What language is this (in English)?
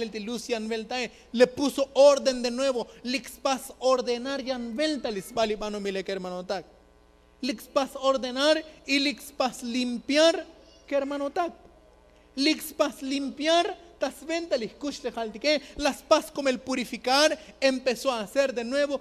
Tzotzil